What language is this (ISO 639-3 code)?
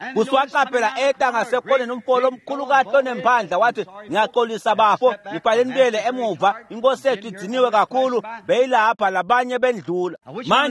ssw